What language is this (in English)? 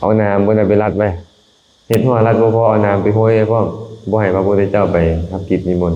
Lao